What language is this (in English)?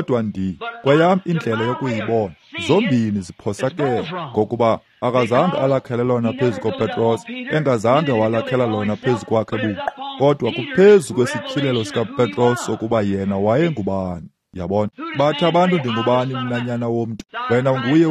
Xhosa